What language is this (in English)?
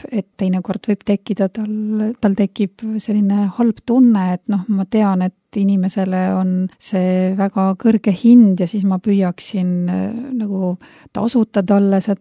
Estonian